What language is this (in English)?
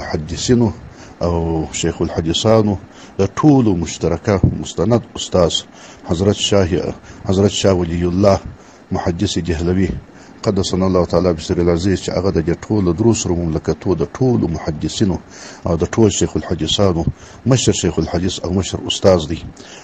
Pashto